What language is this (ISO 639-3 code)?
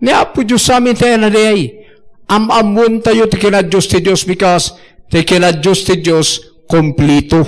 ilo